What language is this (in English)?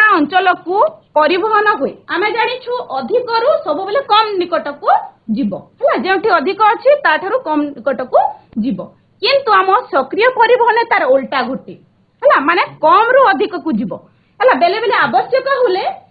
Odia